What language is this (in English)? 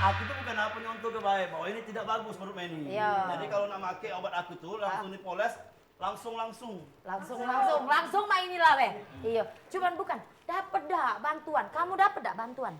Musi